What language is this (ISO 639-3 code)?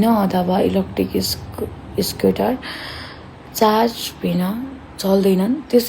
nep